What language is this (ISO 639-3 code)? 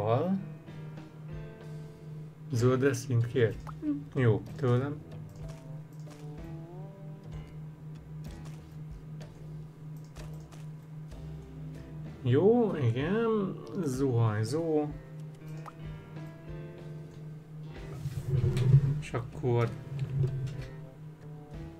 hun